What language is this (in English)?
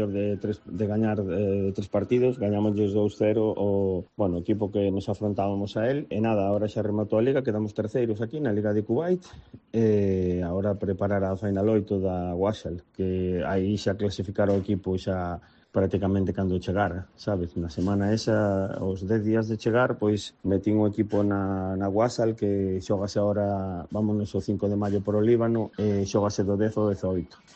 Galician